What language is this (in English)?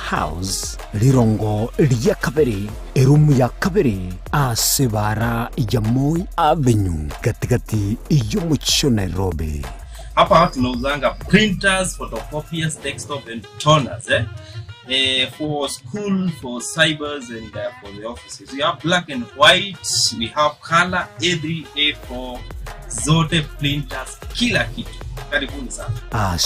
Gusii